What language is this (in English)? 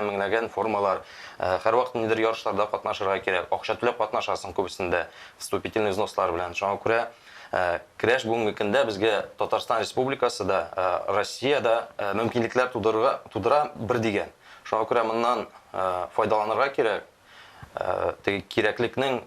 Tatar